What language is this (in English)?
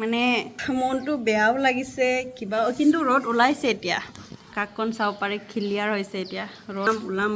Assamese